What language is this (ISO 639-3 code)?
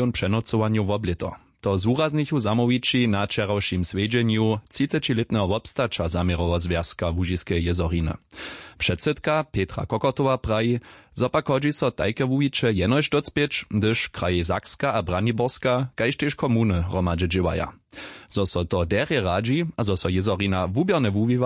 hsb